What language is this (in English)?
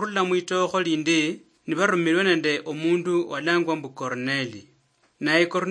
Luyia